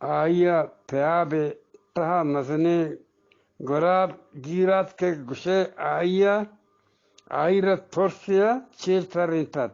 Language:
Eastern Balochi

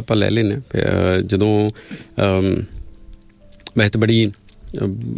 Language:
Punjabi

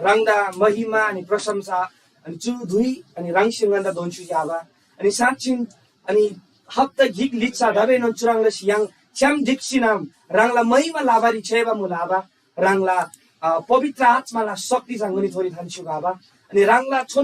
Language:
Eastern Tamang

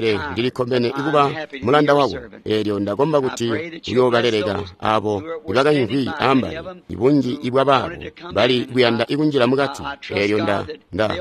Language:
Tonga (Zambia)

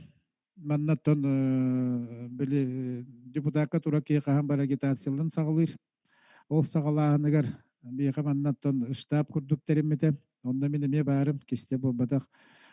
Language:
Yakut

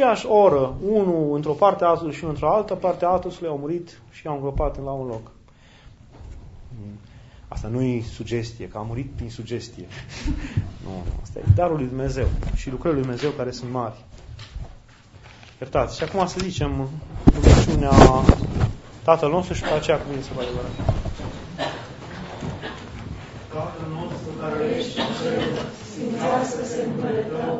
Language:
Romanian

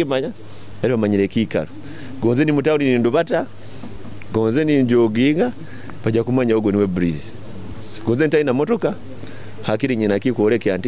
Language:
Nyoro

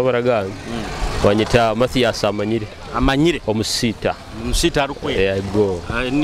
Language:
Nyoro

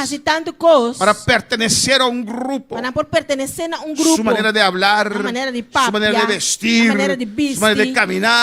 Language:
Papiamento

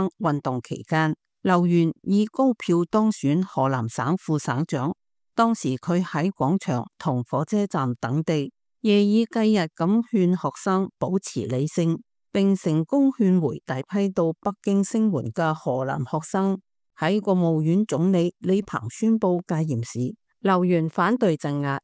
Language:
Cantonese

